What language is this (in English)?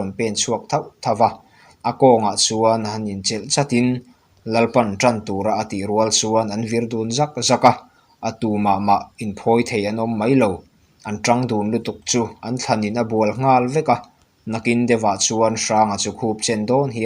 Mizo